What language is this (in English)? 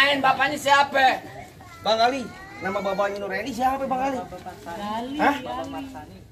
Betawi